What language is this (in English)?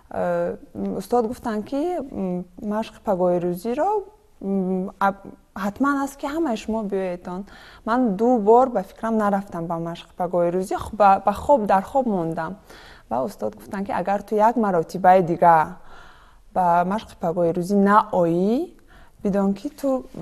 Tajik